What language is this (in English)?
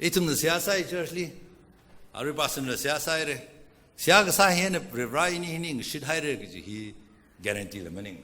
Tangkhul Naga (India)